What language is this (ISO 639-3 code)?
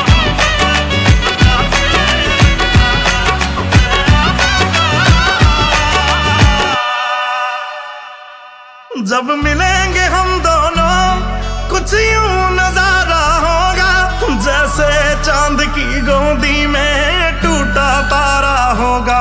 hin